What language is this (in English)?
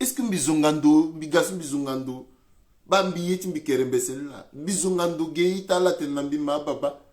Sango